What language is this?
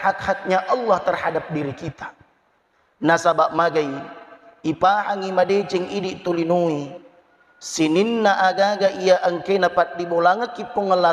Buginese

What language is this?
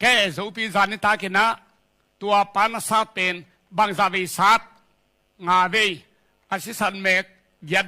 Tedim Chin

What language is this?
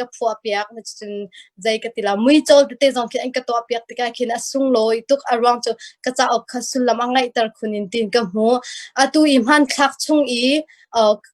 Hakha Chin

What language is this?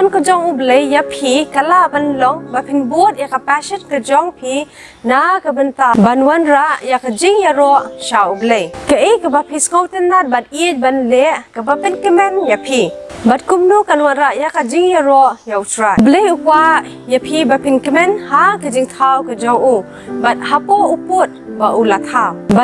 Khasi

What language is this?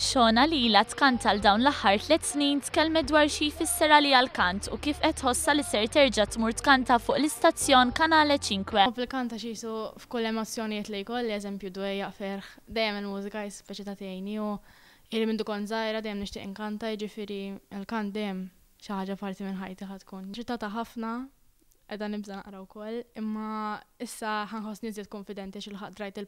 Maltese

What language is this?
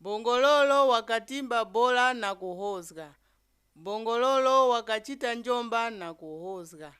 Nyanja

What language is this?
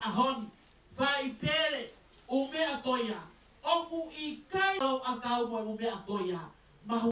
Tongan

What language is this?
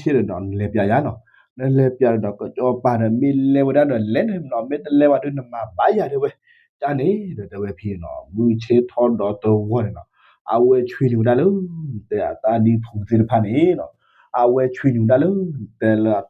S'gaw Karen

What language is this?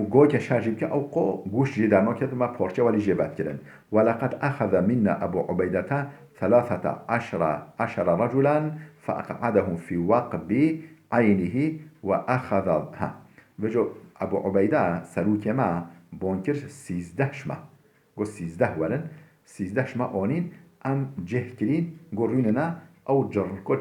Kurdish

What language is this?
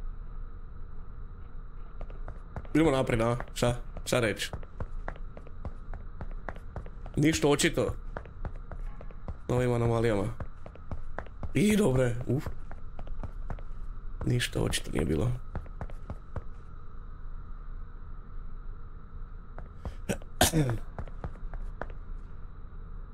Croatian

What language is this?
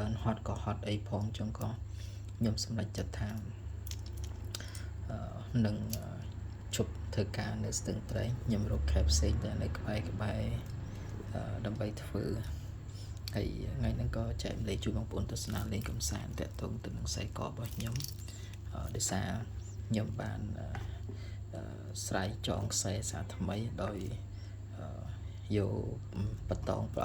Khmer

